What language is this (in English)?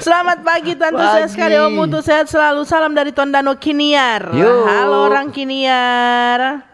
Manado Malay